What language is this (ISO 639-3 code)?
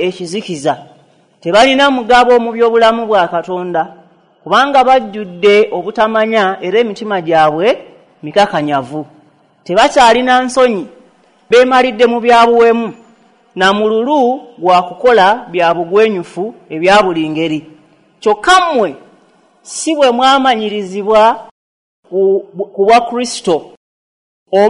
lug